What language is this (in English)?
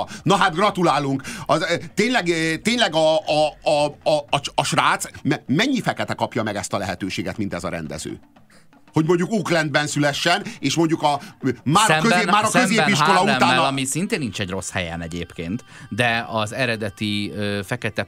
Hungarian